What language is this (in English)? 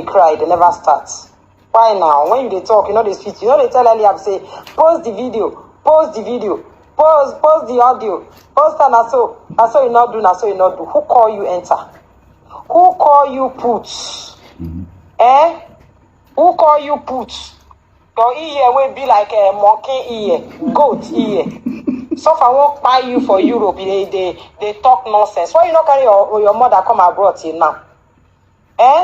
Nigerian Pidgin